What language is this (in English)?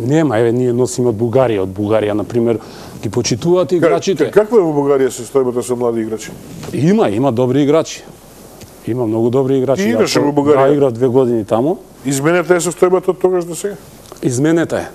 Macedonian